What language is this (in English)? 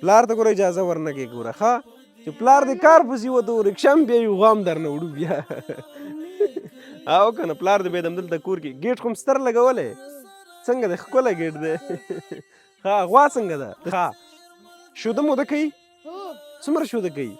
Pashto